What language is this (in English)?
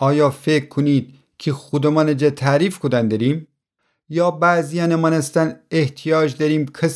Gilaki